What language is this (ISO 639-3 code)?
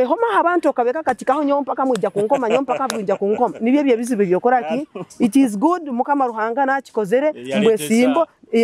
nyo